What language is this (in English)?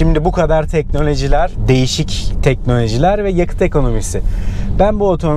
Turkish